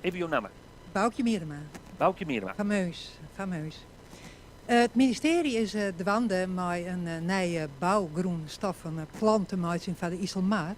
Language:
Western Frisian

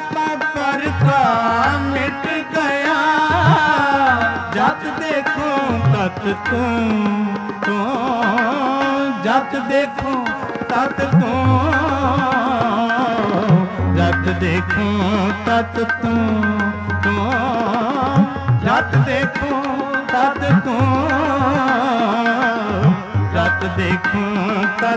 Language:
Punjabi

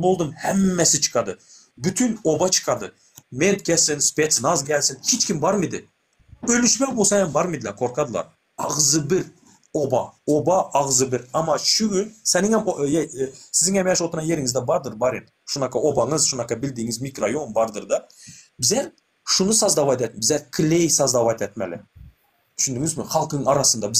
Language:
Turkmen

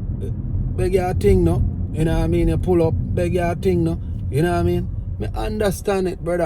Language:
Jamaican Creole English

